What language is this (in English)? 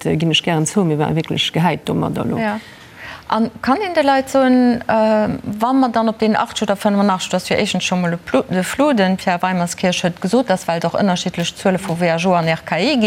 Luxembourgish